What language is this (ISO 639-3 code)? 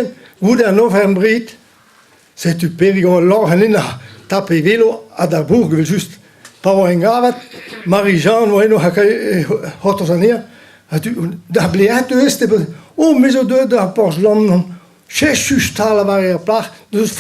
bre